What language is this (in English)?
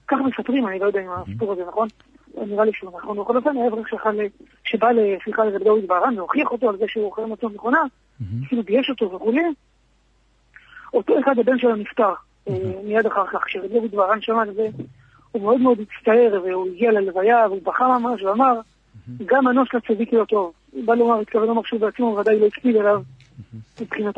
Hebrew